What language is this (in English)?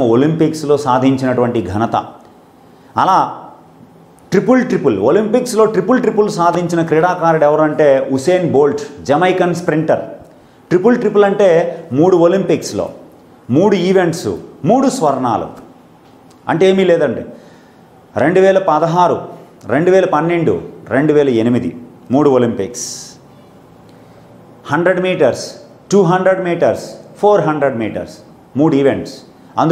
Telugu